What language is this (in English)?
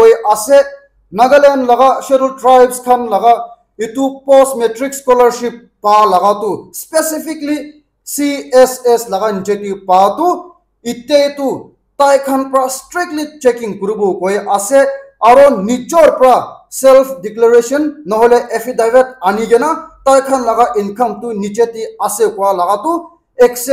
Naga Pidgin